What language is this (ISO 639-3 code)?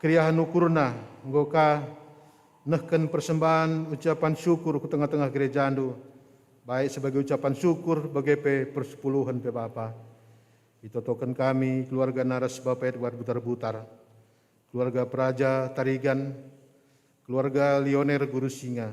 btx